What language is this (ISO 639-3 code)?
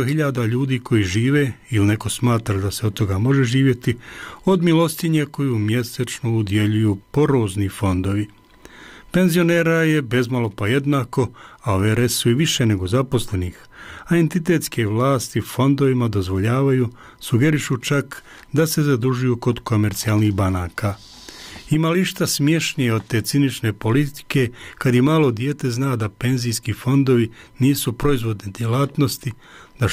bos